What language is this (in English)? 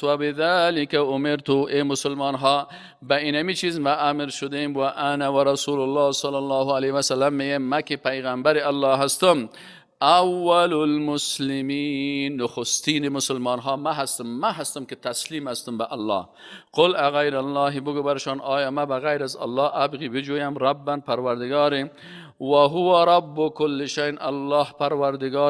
Persian